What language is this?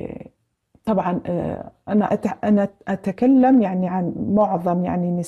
Arabic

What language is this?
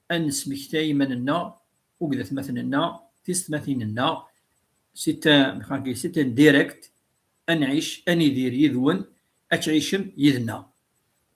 Kabyle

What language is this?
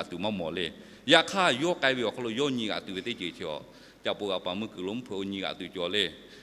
Lahu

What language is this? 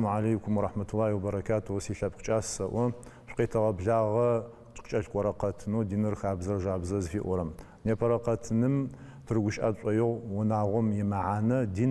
Adyghe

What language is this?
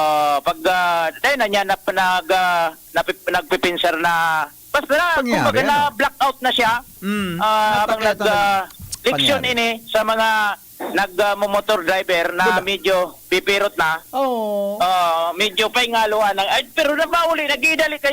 Bikol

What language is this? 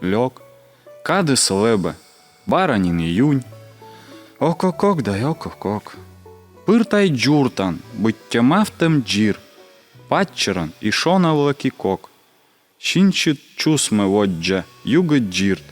Komi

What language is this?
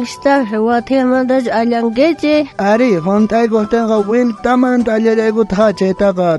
South Bolivian Quechua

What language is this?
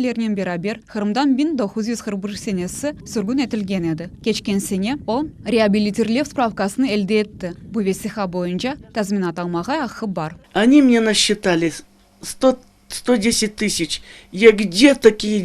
Crimean Tatar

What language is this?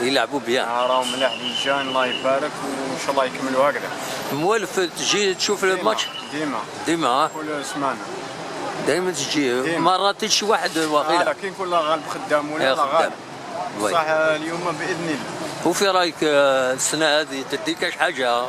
Algerian Arabic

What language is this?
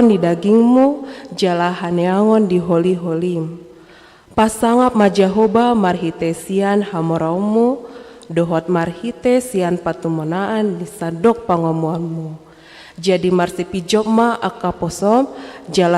Batak Toba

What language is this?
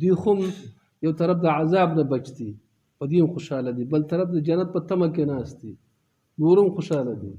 Pashto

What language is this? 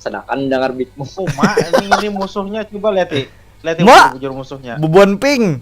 Banjar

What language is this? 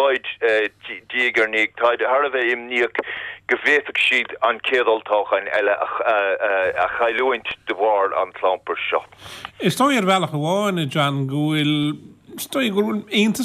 Irish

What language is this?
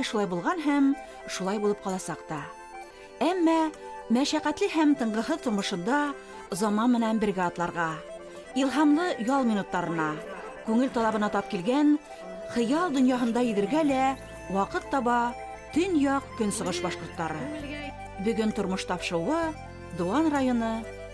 Bashkir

